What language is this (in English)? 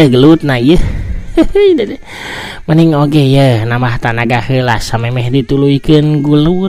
Sundanese